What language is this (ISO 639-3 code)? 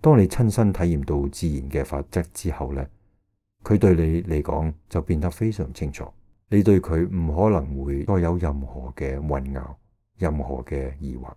yue